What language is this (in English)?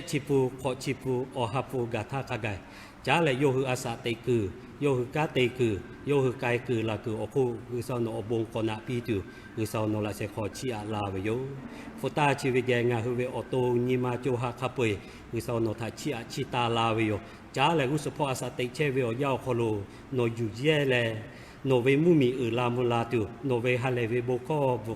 Lahu